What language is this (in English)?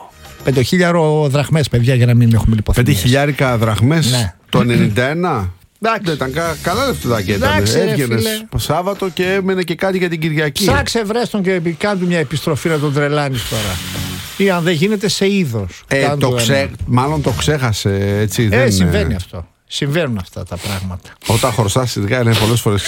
Greek